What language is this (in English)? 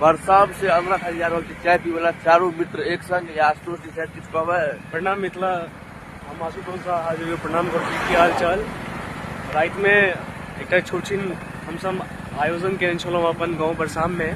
Maithili